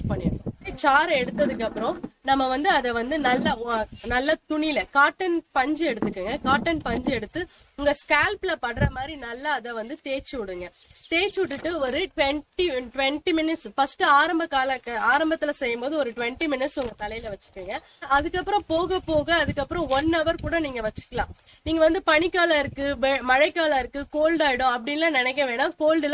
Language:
Tamil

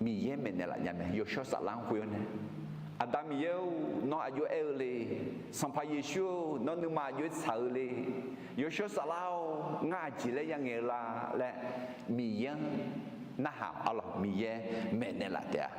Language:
Akha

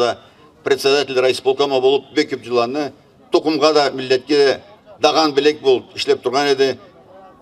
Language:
Karachay-Balkar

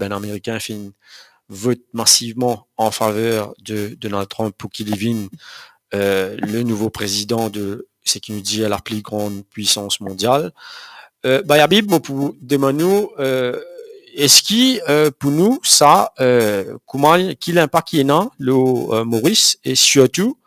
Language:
Morisyen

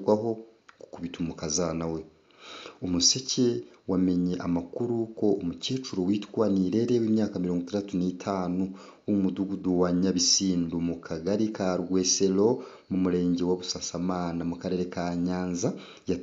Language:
Kinyarwanda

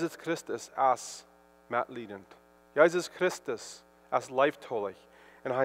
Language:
Plautdietsch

